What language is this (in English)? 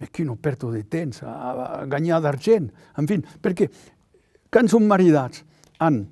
Occitan